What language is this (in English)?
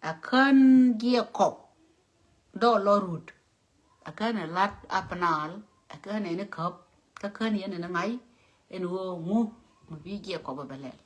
Nuer